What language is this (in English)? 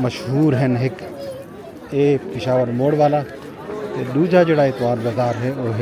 Saraiki